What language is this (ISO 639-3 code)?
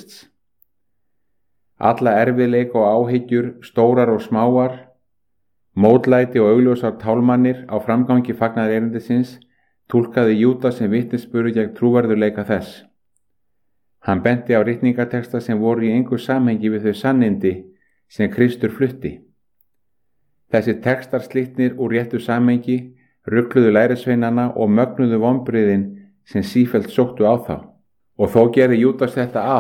isl